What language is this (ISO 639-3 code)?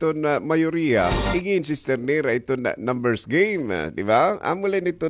war